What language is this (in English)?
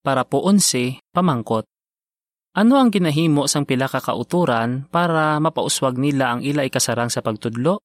Hiligaynon